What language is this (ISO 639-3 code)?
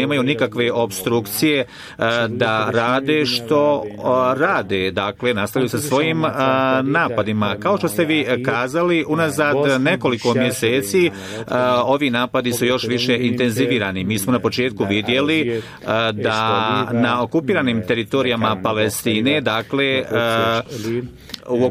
bos